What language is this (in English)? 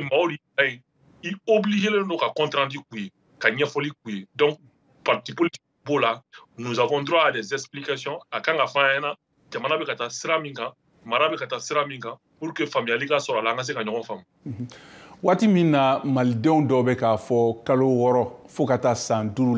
Bambara